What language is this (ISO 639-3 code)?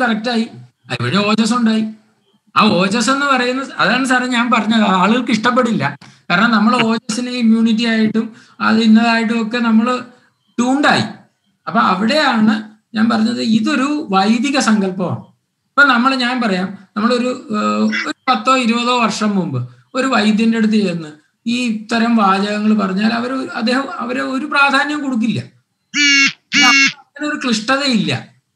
mal